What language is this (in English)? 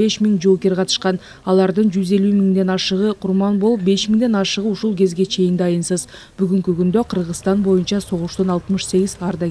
Kyrgyz